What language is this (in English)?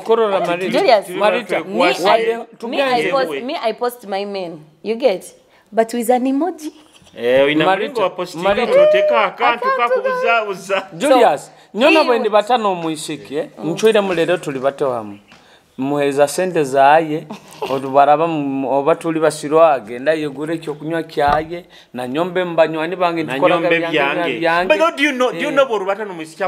Nyoro